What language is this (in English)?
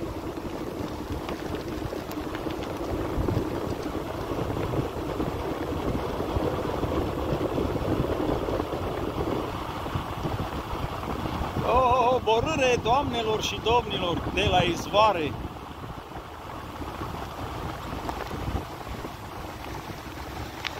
Romanian